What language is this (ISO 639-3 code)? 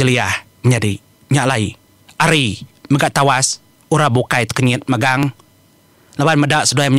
iba